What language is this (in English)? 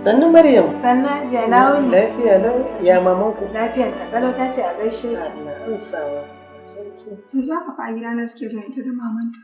Hausa